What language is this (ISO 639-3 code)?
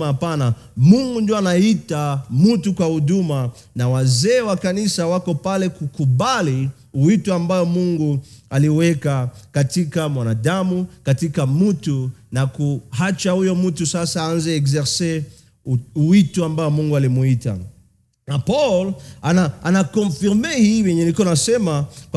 swa